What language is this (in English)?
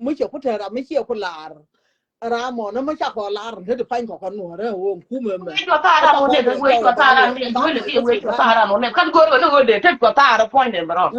Nuer